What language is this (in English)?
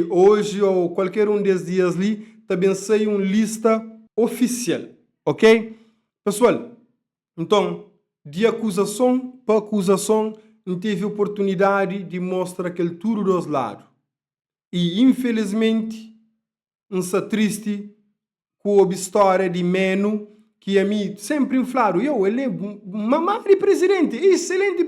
Kabuverdianu